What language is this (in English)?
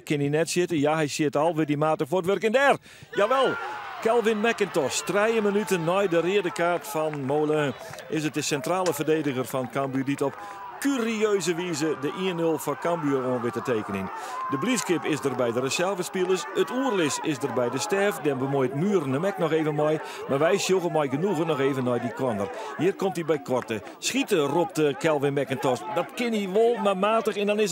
Western Frisian